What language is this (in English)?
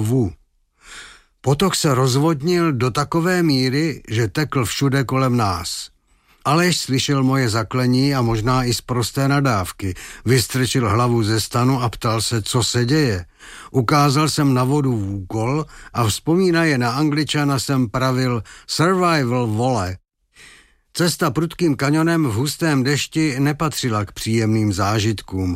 Czech